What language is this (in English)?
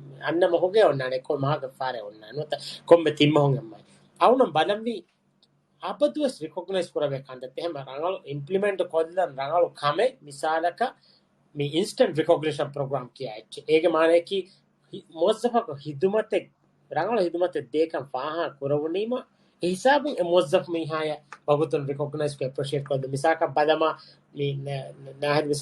Divehi